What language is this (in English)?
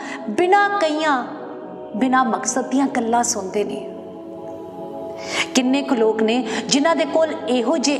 Punjabi